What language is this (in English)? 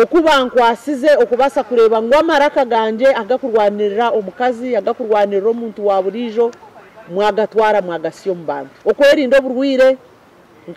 Nyankole